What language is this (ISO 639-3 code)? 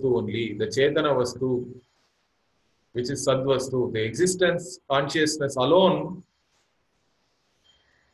eng